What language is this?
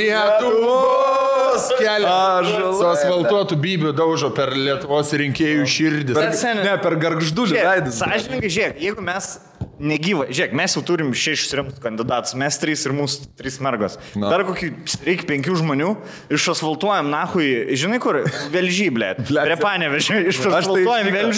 Lithuanian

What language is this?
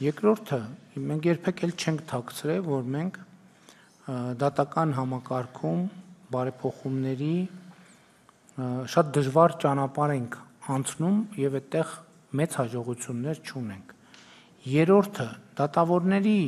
Armenian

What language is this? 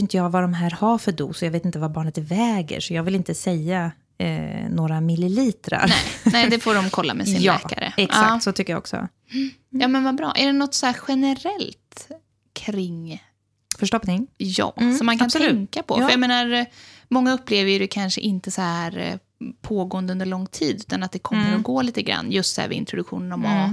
Swedish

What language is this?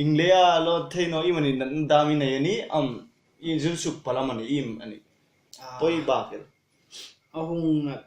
Hmar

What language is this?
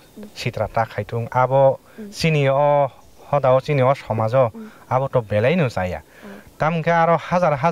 Kok Borok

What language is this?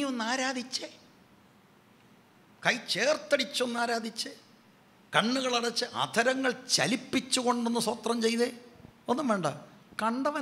Malayalam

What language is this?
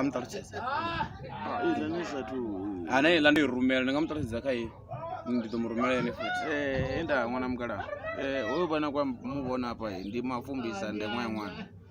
Venda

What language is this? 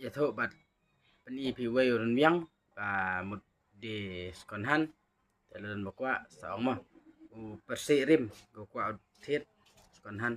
Khasi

